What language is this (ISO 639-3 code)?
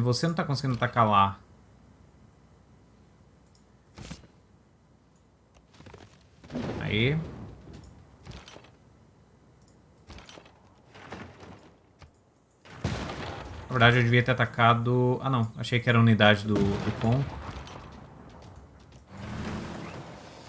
por